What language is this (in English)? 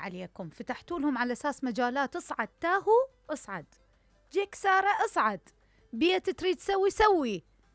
Mesopotamian Arabic